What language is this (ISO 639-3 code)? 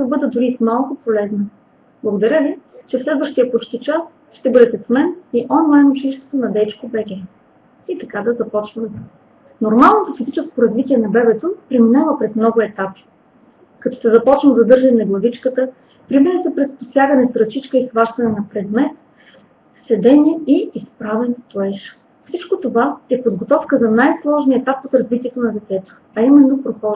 bul